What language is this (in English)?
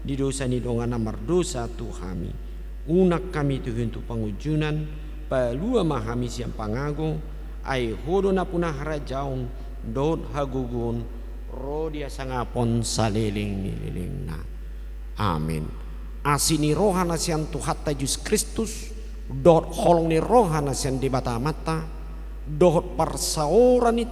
Batak Toba